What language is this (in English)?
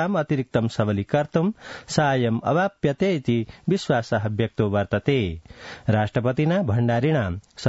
Sanskrit